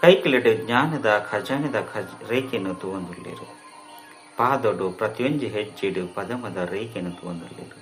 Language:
Tulu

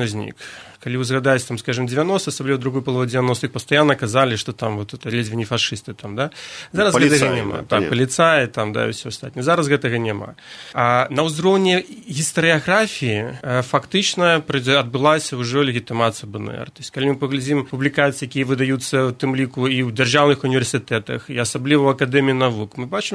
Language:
Belarusian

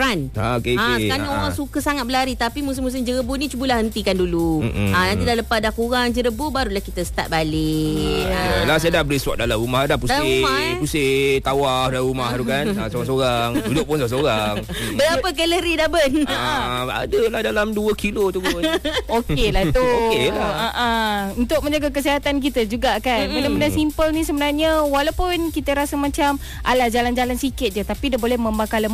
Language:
Malay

